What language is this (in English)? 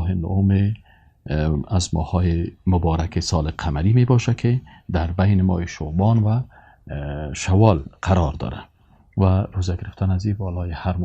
Persian